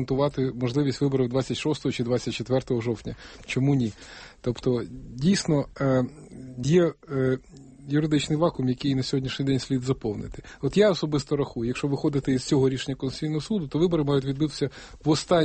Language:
Ukrainian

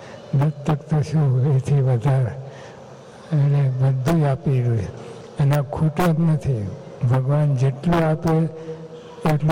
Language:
Gujarati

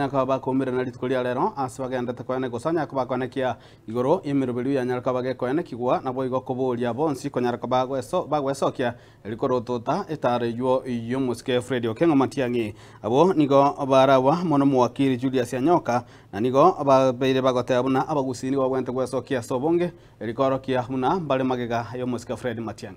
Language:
Gusii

